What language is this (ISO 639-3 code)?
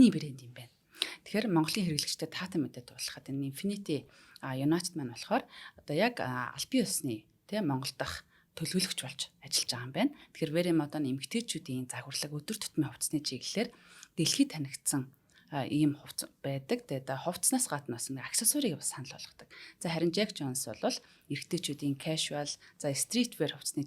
mon